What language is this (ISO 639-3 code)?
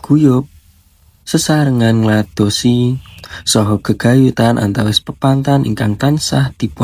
jav